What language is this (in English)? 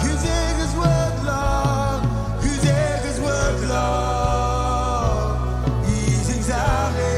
Marshallese